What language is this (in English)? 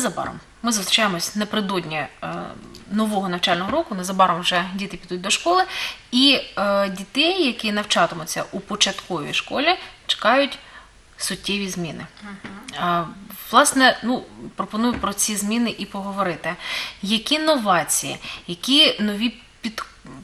Ukrainian